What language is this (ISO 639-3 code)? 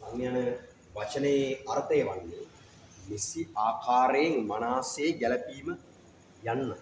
sin